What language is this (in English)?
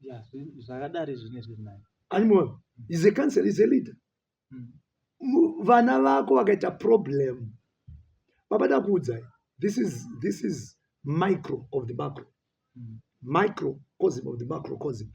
Shona